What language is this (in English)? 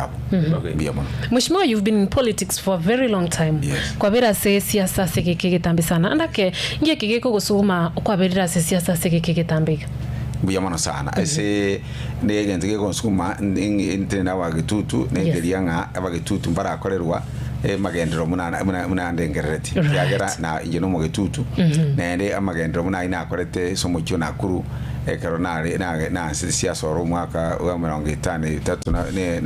Gusii